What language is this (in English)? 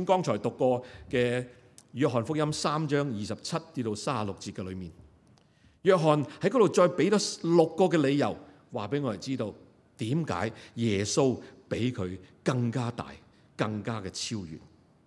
Cantonese